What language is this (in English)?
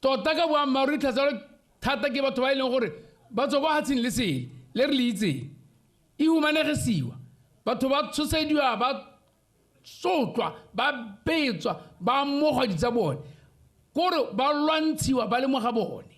Tswana